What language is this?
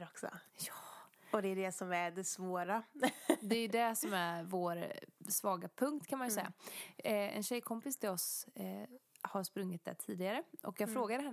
Swedish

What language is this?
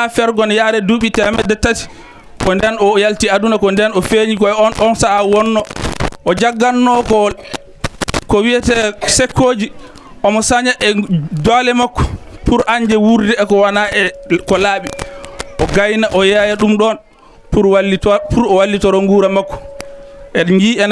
Fula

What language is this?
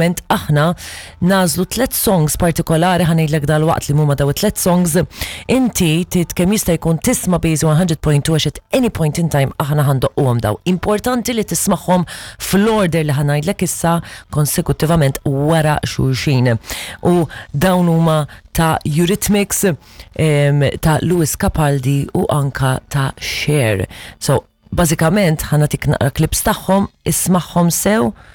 Maltese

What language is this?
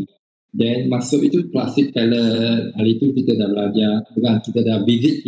Malay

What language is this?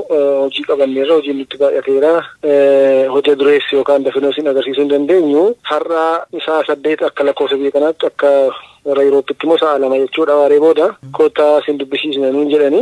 Oromo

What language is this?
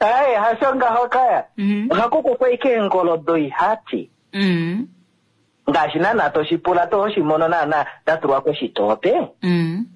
Kuanyama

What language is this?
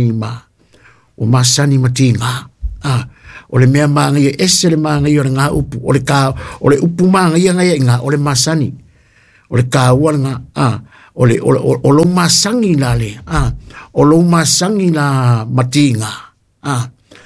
Samoan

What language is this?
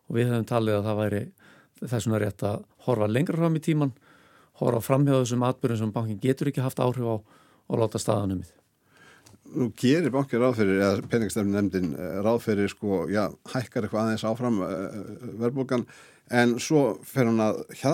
Icelandic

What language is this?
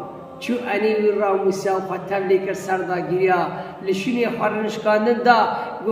Kurdish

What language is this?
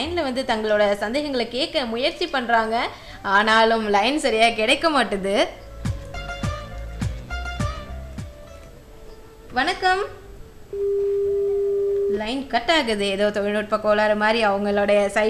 Tamil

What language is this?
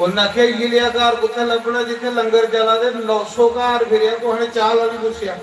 Dogri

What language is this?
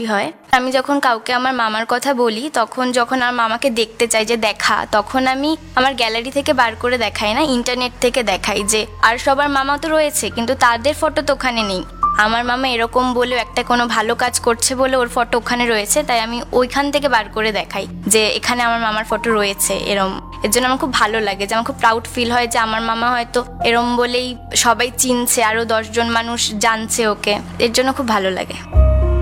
Bangla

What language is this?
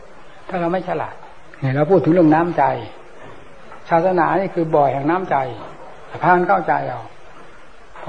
Thai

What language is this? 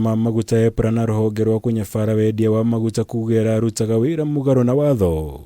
Kikuyu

